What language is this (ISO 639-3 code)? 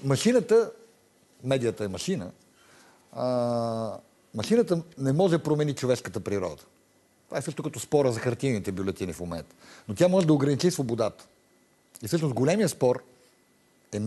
bul